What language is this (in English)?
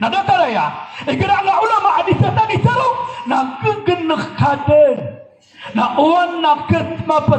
Maranao